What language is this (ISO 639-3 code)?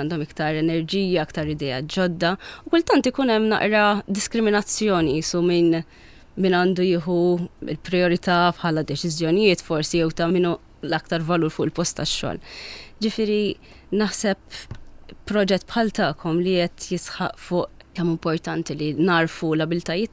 mlt